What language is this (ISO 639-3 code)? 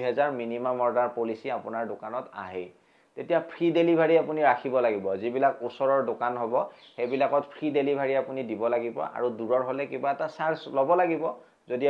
asm